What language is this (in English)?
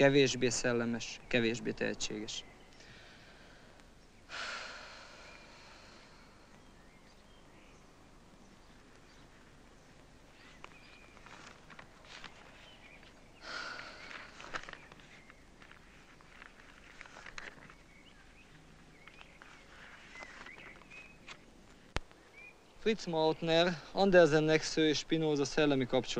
Hungarian